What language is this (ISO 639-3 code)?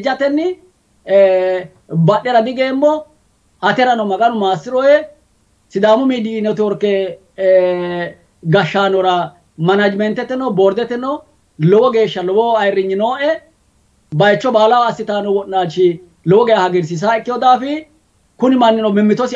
sid